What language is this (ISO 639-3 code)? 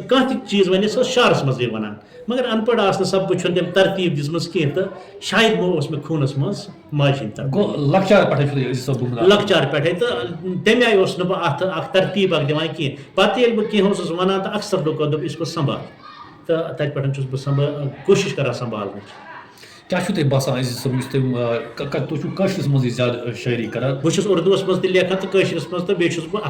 kas